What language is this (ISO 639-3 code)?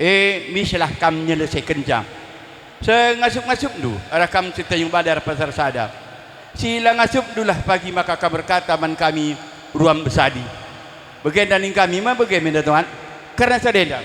btx